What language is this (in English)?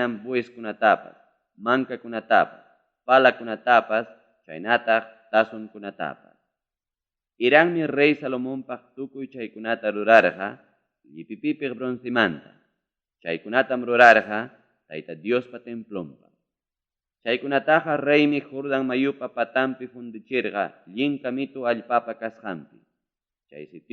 Ayacucho Quechua